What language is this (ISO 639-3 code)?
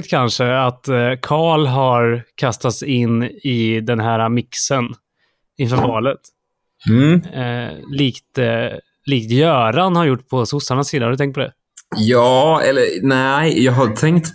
swe